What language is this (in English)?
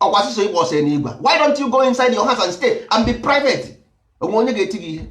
Igbo